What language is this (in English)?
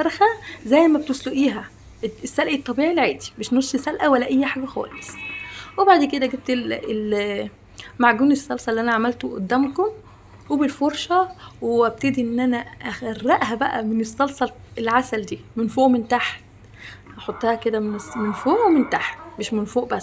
Egyptian Arabic